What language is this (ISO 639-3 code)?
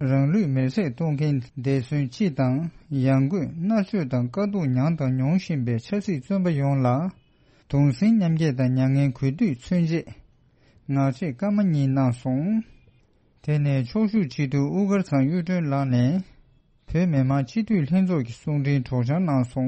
bod